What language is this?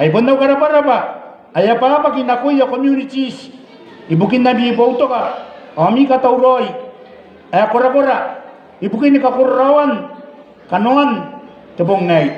Gilbertese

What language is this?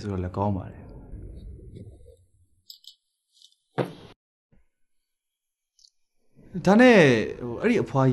Burmese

